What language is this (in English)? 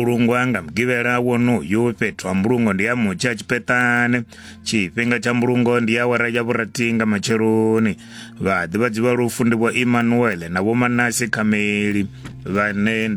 Venda